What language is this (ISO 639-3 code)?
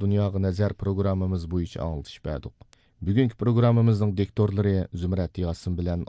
uig